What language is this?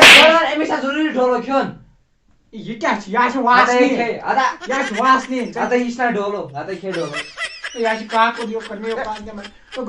Kashmiri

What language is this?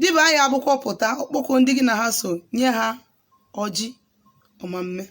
Igbo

